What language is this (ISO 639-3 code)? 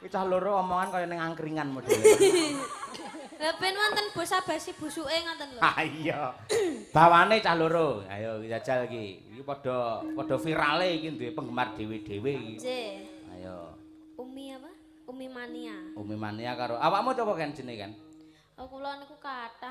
jav